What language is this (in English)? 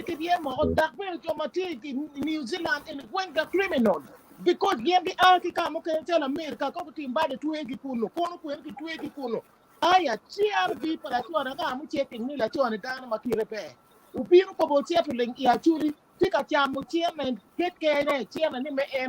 Acoli